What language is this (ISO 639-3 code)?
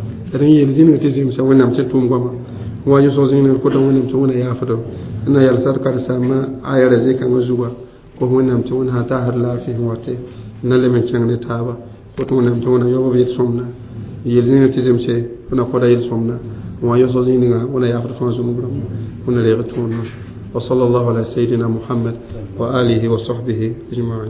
mos